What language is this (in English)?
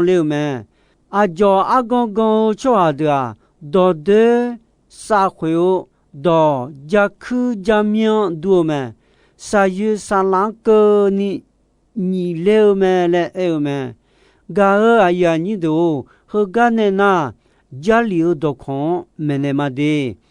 Akha